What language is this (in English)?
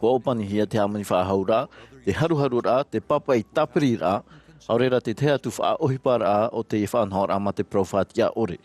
Tahitian